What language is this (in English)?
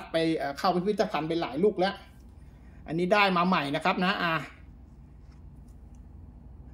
Thai